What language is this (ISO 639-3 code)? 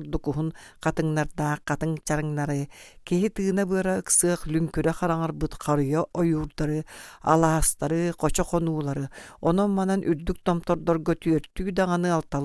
sah